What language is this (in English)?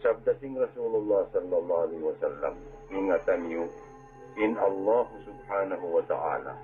Tausug